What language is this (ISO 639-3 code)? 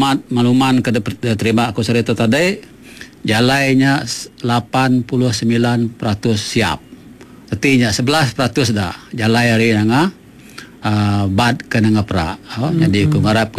iba